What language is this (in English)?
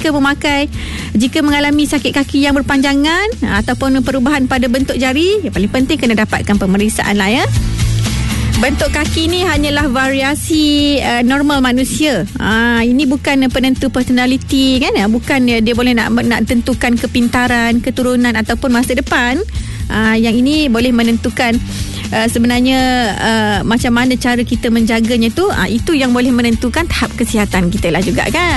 Malay